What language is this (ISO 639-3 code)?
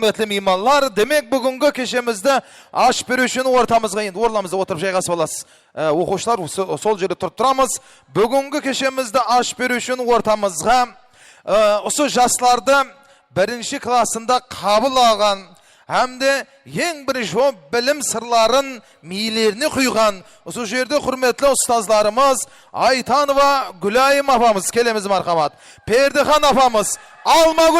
kaa